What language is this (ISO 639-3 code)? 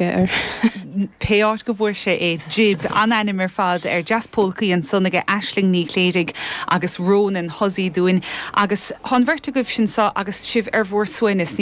gle